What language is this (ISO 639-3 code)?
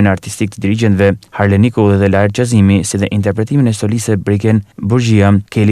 sqi